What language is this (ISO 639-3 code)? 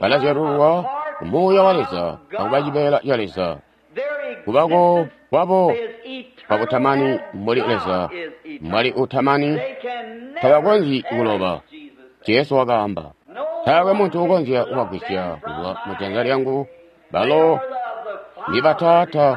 toi